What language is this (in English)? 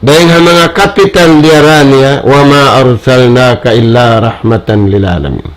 Tausug